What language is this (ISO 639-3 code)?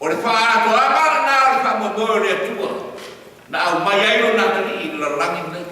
smo